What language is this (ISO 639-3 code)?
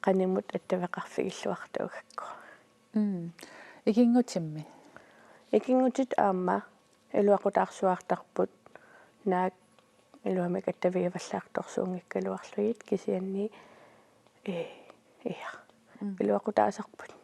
kal